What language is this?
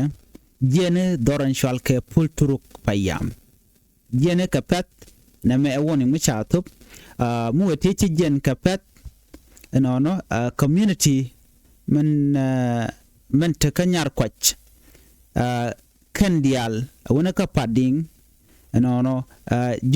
Nuer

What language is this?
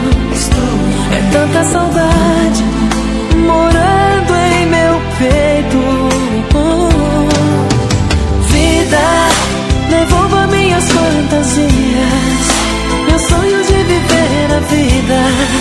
Portuguese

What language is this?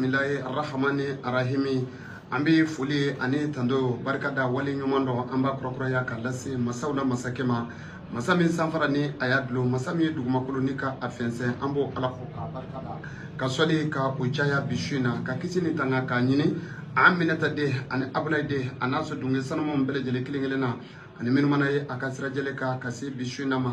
Bambara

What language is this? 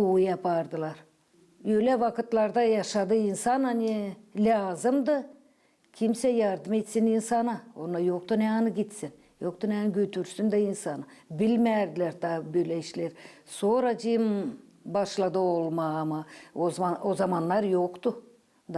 Gagauz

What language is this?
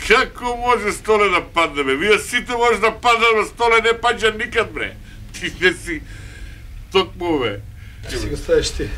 Macedonian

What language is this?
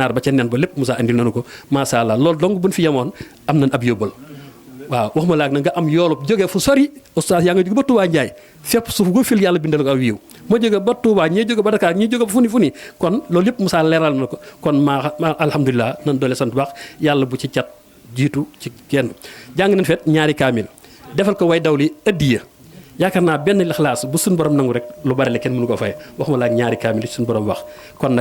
Wolof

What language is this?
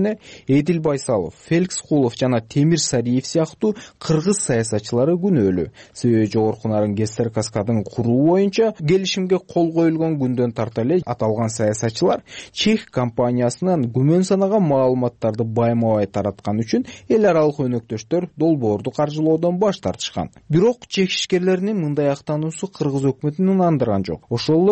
Kyrgyz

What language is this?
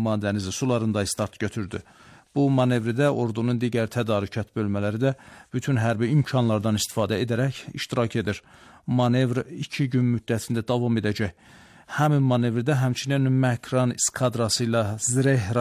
Azerbaijani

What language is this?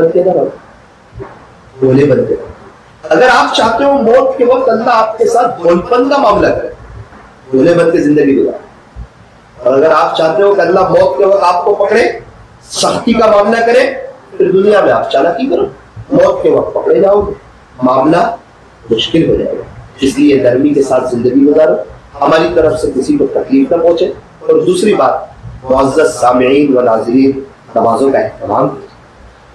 Urdu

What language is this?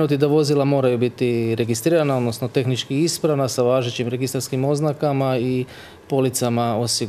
Croatian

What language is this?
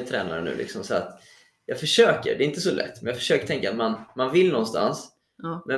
Swedish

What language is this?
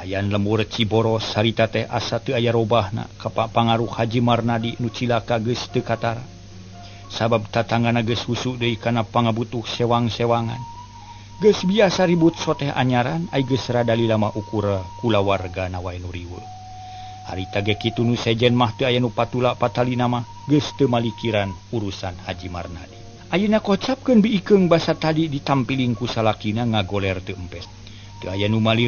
Sundanese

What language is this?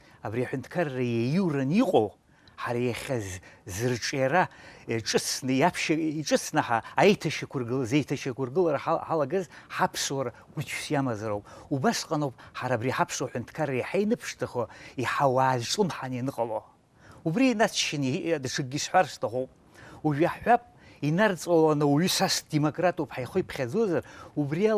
Abkhazian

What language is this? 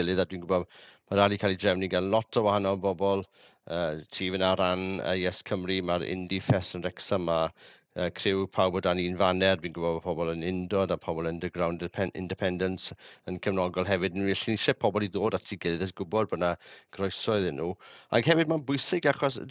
Welsh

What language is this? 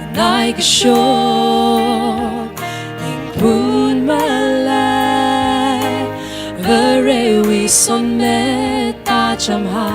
Tangkhul Naga (India)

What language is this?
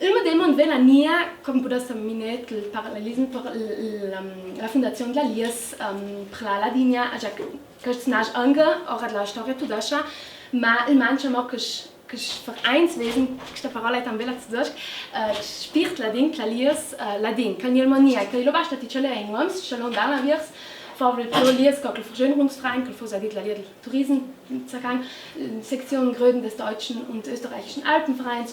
Ladin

